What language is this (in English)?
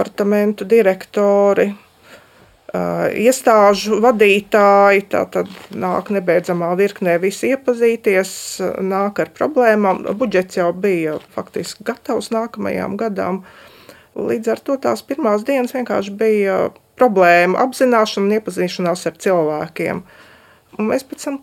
Latvian